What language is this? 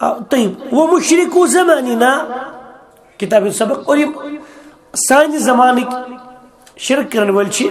Kashmiri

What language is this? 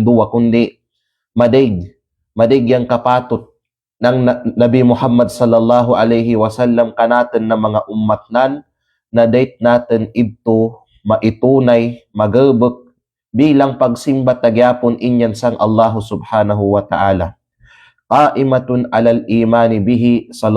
Kalagan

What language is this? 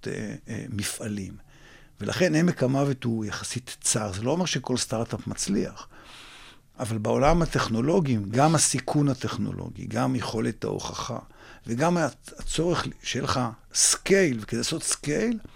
Hebrew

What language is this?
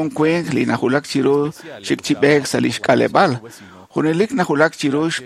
Kekchí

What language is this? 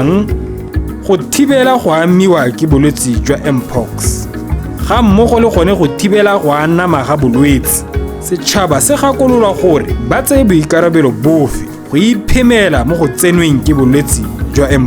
Tswana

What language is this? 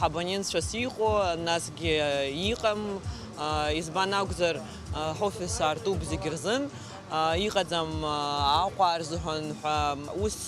Abkhazian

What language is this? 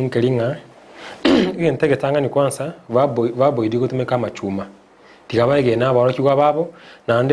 Gusii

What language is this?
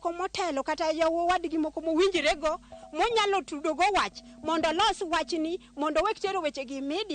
Luo (Kenya and Tanzania)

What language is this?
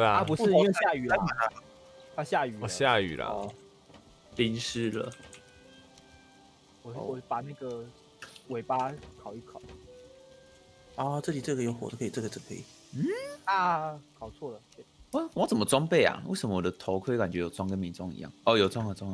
Chinese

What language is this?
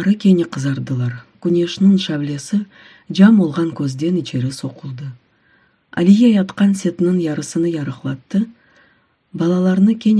Crimean Tatar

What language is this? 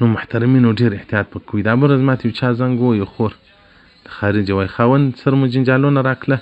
Pashto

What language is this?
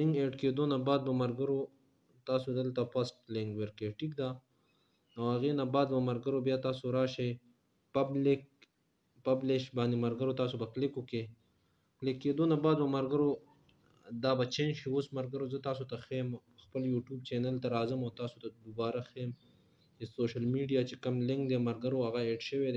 Pashto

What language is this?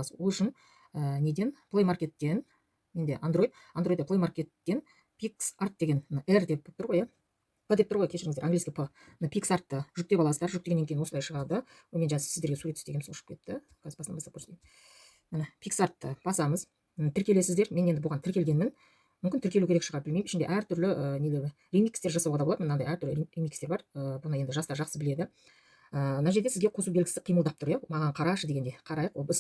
Kazakh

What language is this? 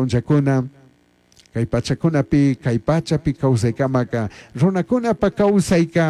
Chimborazo Highland Quichua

